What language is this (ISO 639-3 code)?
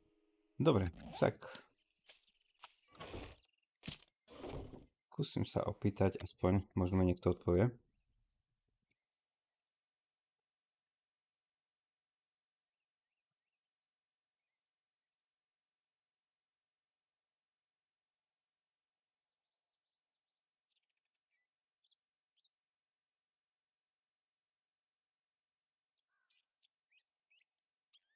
slk